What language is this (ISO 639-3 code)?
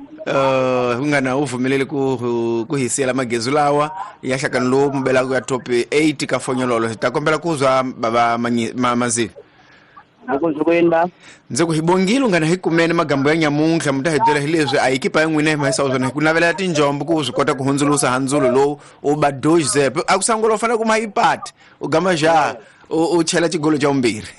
tso